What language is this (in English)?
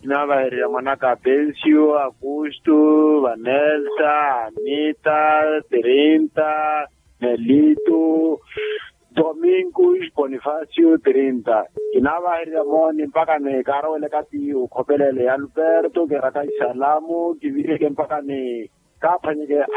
Makhuwa